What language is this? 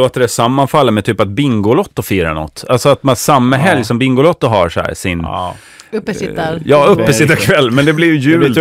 Swedish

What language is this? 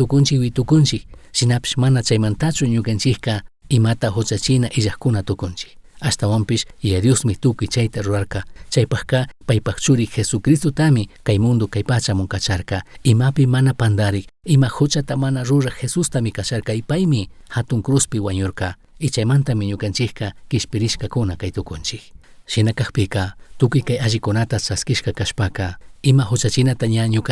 Chimborazo Highland Quichua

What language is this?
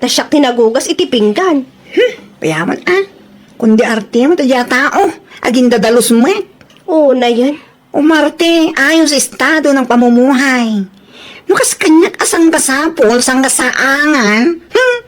Iloko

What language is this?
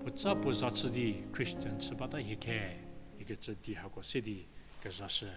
Angami Naga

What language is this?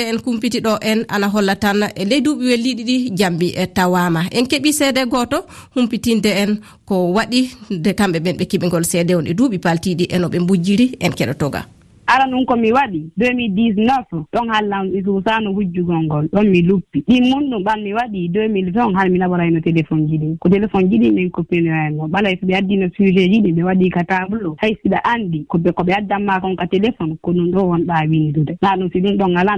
Fula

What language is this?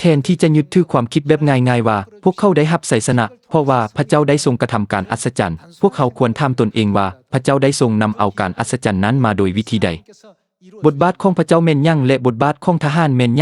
Lao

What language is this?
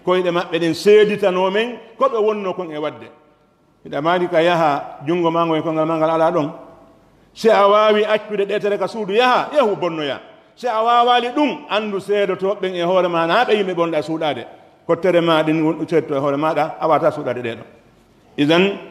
Pular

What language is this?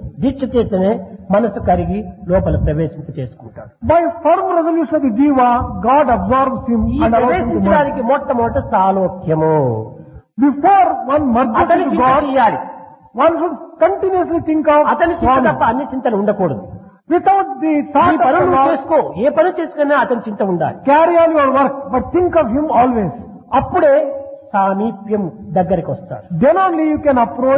Telugu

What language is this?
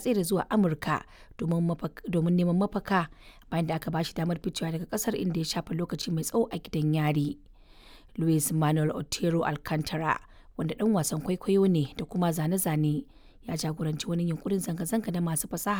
Hausa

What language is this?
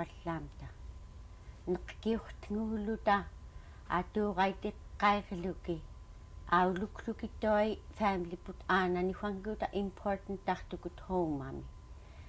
Central Yupik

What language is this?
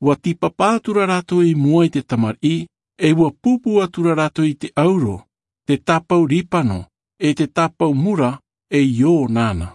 Tahitian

